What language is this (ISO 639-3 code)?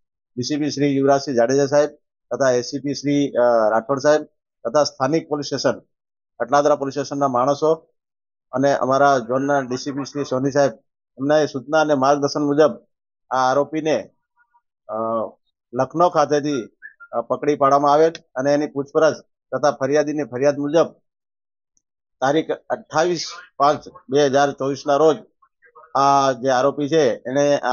guj